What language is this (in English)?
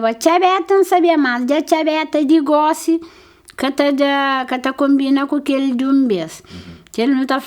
Kabuverdianu